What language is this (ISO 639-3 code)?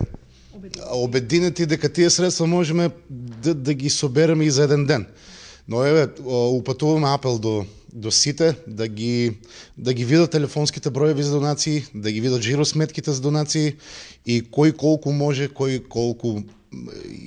mkd